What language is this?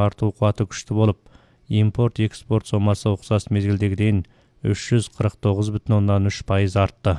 Kazakh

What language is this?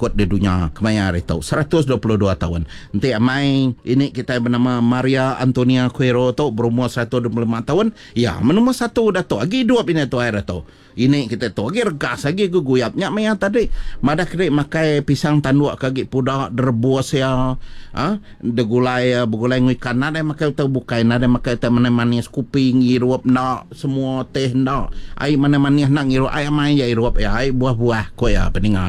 Iban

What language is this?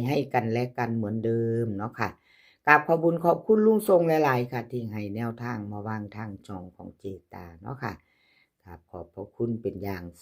Northeastern Thai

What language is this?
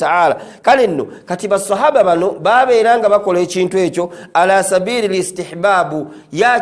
Ganda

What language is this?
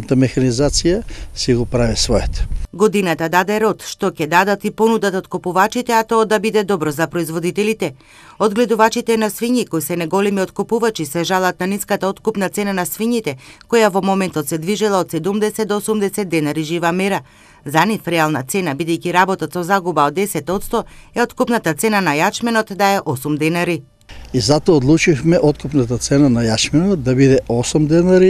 Macedonian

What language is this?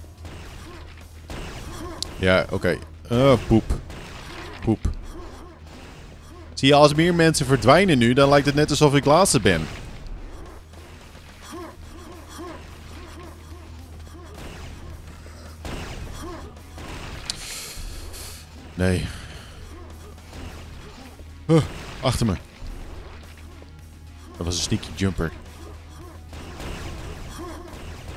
Dutch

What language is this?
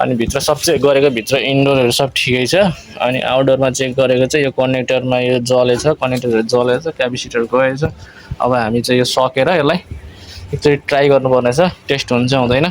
Nepali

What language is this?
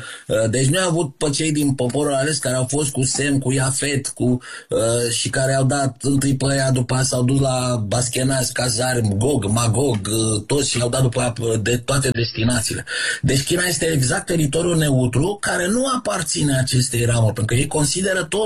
Romanian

